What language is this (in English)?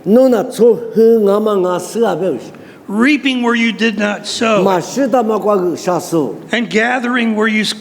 Lisu